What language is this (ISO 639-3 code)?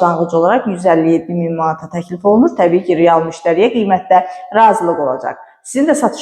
aze